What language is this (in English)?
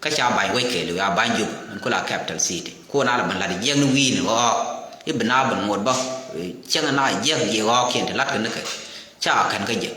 Nuer